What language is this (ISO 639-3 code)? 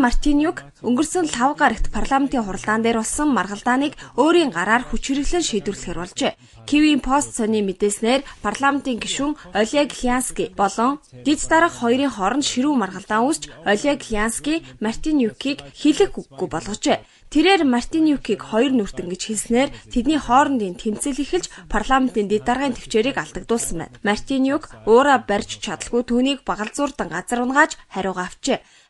mon